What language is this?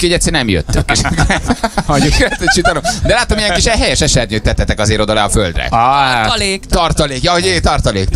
Hungarian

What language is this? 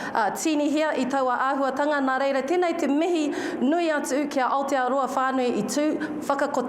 Māori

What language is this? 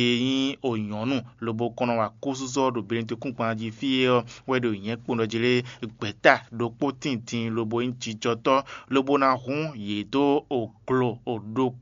Fon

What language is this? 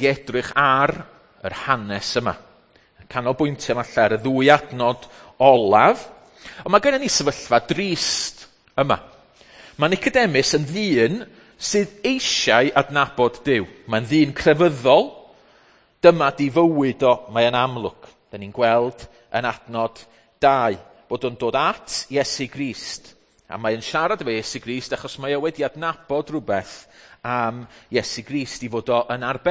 Welsh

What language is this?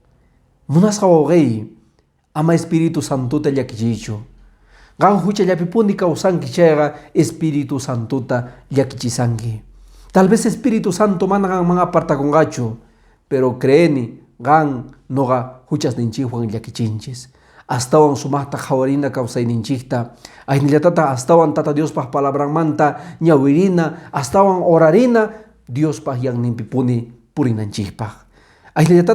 Quechua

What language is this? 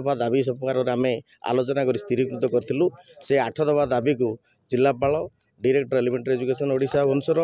Odia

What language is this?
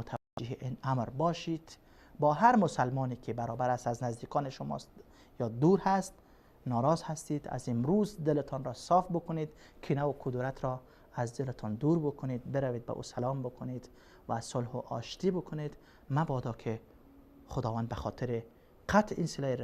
Persian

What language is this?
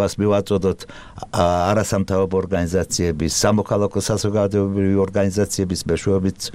Georgian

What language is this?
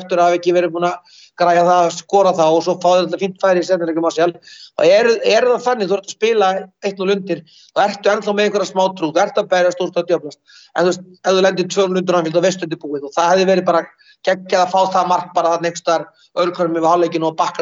Icelandic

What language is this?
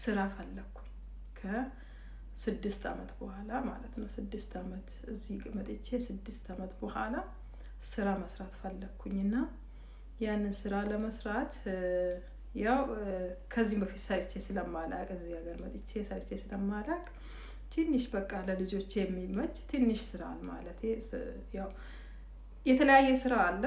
Amharic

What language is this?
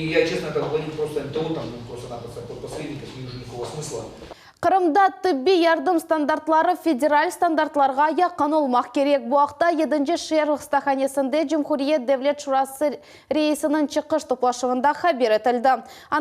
Crimean Tatar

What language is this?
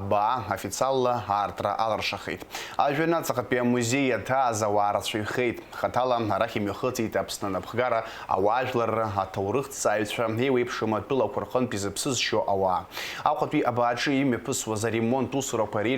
Abkhazian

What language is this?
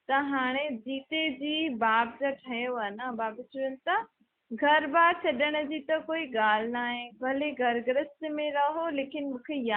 Sindhi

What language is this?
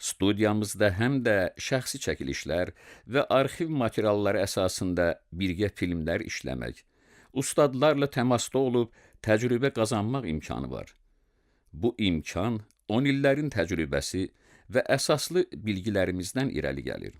Azerbaijani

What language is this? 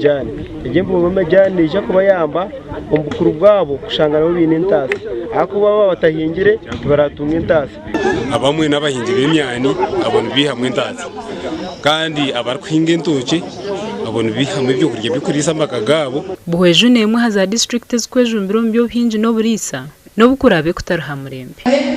Nyankole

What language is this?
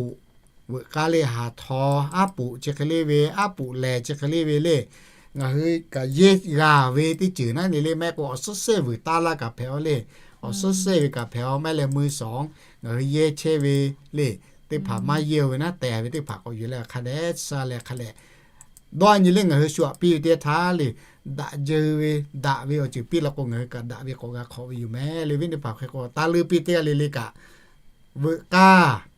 Lahu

